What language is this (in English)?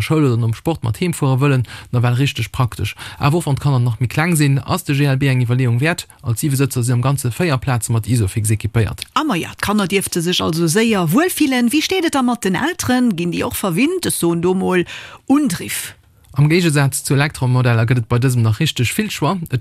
Luxembourgish